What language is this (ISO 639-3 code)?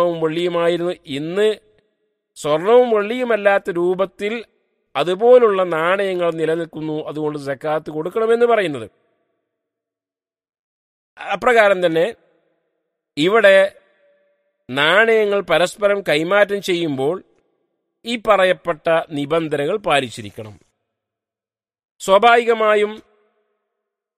mal